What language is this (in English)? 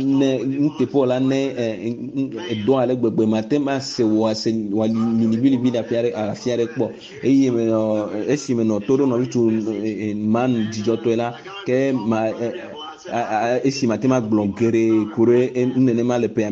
Ewe